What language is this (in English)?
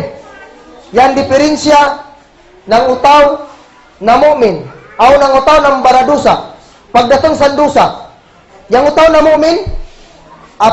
Kagan Kalagan